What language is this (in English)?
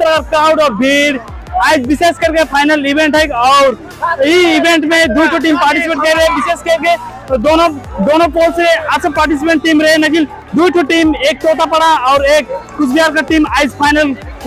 Sadri